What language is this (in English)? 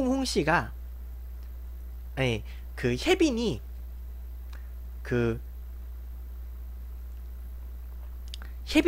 Korean